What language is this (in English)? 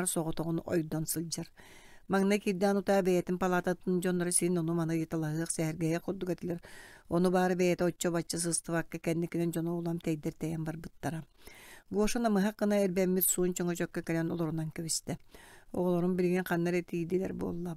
Yakut